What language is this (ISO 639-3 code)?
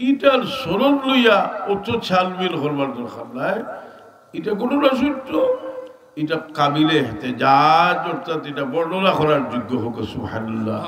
syl